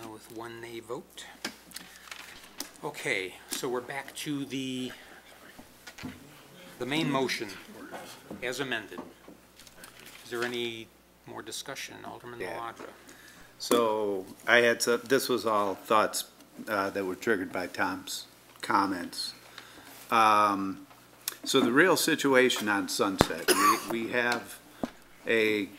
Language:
English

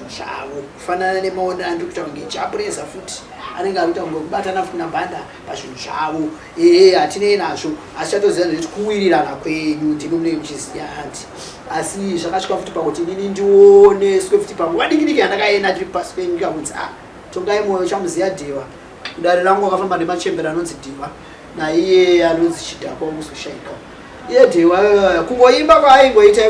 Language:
Shona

